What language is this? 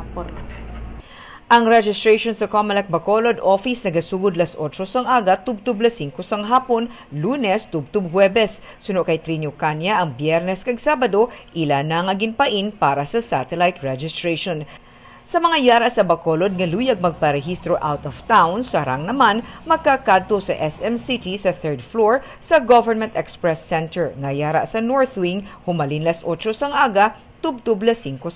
Hiligaynon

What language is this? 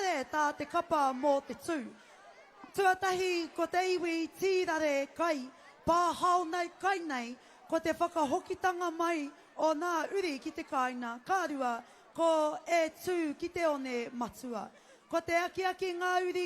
Māori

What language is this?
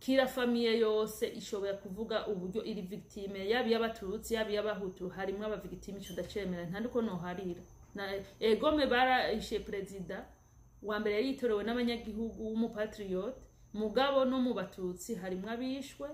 Rundi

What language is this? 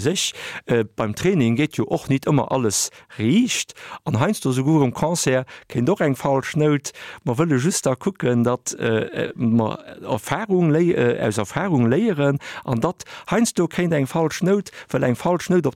Luxembourgish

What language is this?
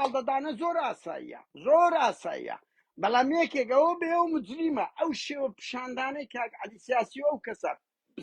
Central Kurdish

